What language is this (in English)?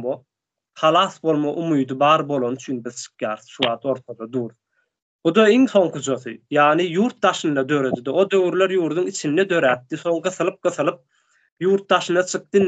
Turkmen